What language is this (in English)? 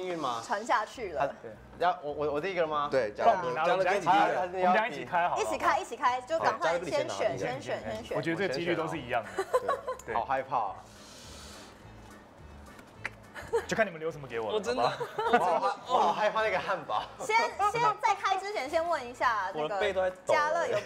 Chinese